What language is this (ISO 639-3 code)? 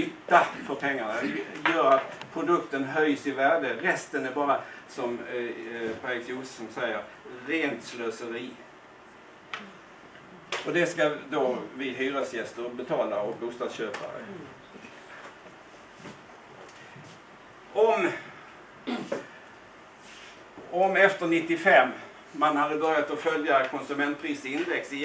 swe